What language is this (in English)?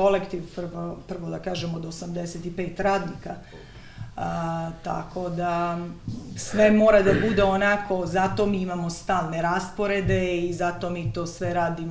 Serbian